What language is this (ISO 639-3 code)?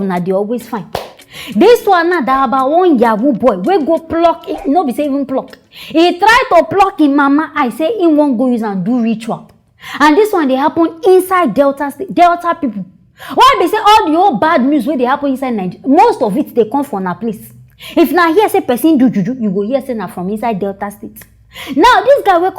pcm